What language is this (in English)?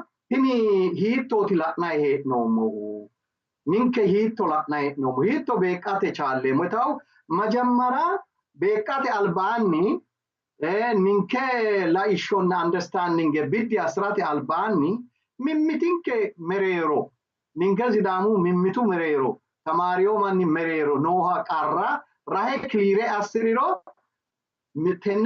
Sidamo